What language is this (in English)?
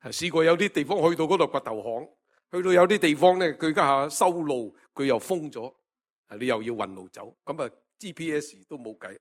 Cantonese